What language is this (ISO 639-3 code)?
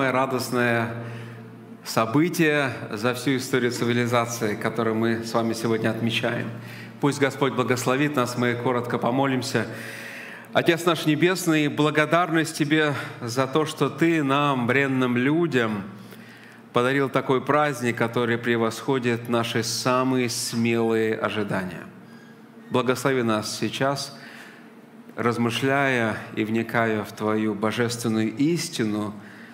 rus